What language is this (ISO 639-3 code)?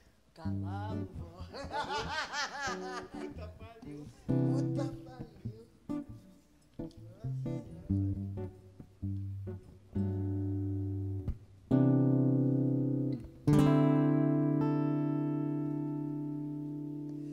por